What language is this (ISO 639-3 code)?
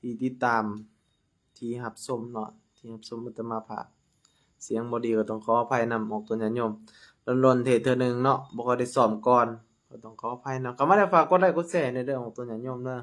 lao